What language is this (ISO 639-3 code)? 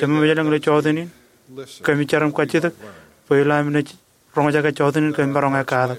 mah